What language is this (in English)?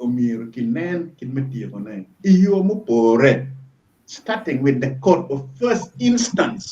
Acoli